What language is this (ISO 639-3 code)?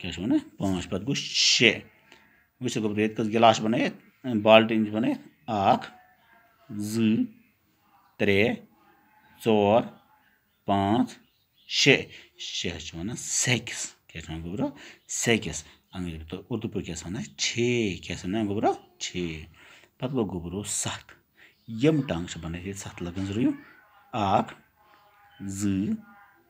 kas